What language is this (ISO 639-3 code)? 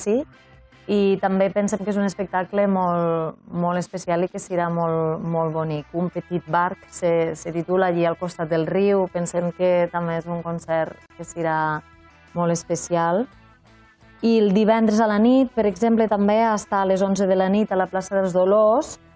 cat